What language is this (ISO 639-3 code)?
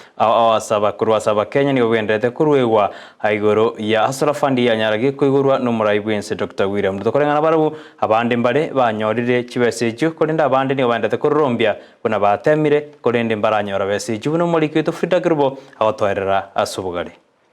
guz